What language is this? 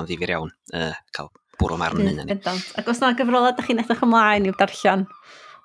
Welsh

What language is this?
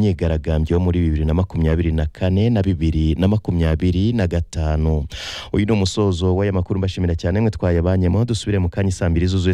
Kinyarwanda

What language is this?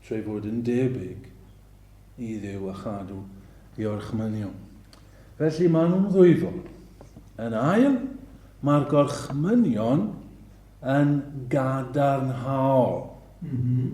Welsh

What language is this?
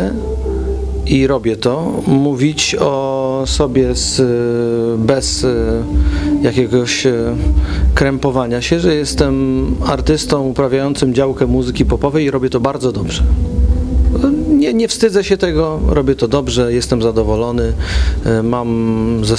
Polish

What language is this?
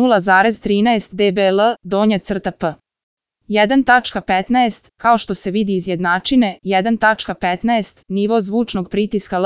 Serbian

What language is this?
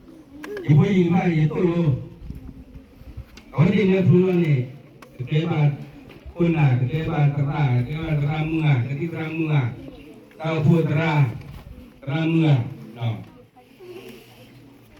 S'gaw Karen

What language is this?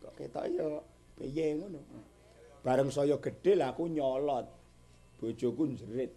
Javanese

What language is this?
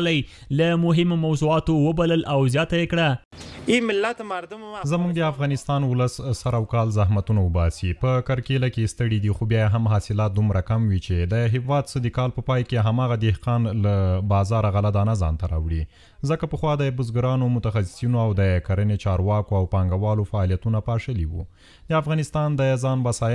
Pashto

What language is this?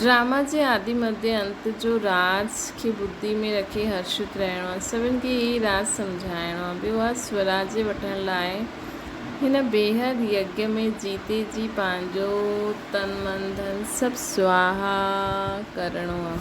Sindhi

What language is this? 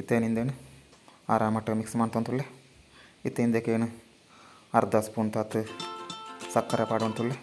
Tulu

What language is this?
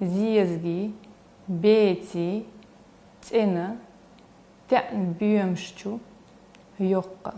Chechen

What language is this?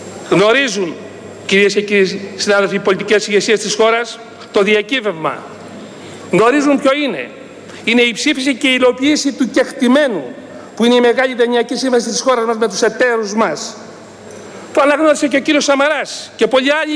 Greek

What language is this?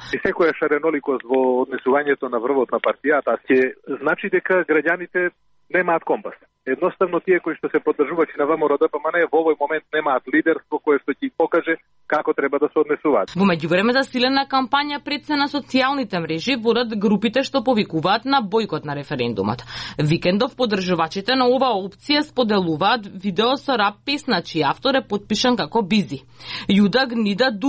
Macedonian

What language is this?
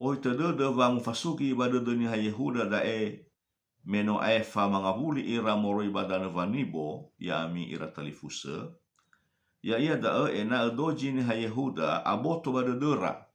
Nias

